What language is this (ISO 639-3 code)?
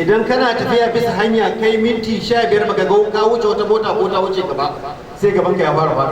hau